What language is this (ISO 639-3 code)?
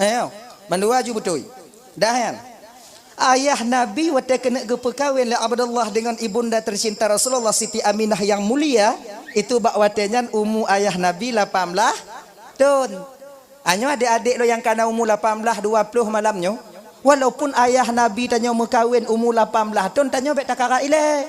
ace